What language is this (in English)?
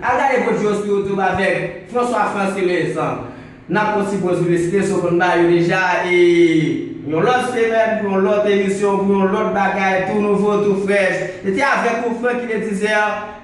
Haitian Creole